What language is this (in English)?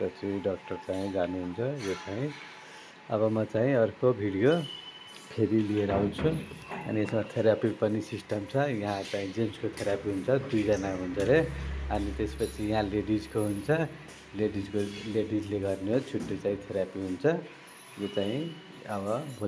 Nepali